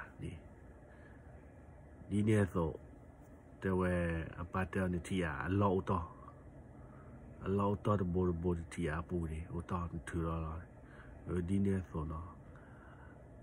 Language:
S'gaw Karen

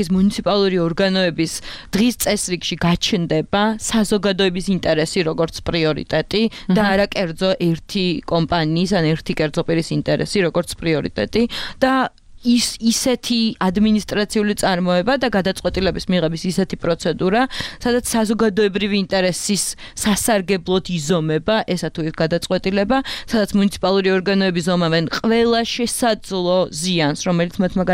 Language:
Georgian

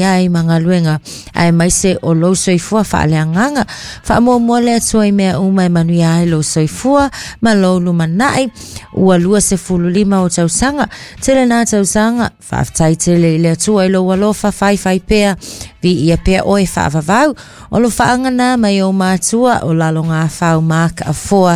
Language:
Samoan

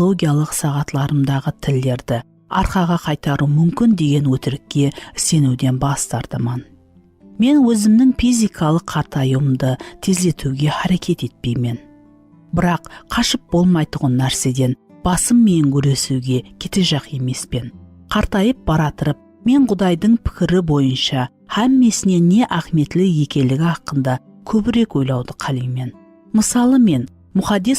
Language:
Kara-Kalpak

